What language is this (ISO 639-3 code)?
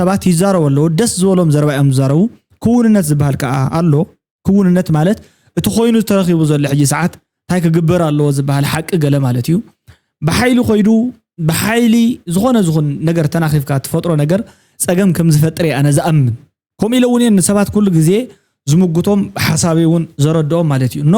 tir